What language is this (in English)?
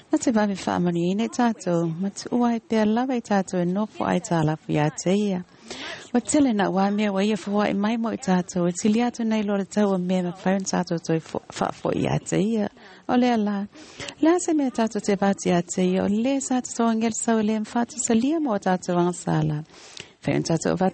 Samoan